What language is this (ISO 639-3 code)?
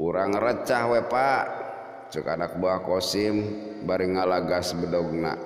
sun